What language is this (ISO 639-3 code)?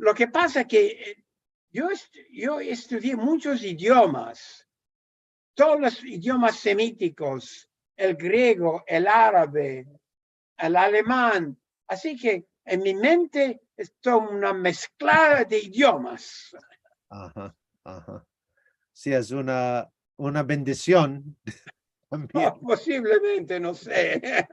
lad